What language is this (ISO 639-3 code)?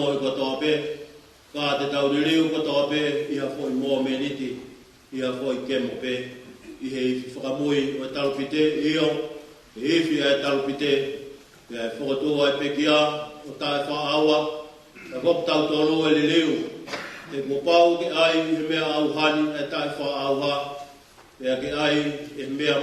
ton